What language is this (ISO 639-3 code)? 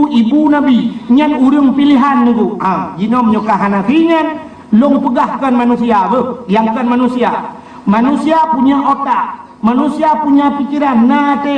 ace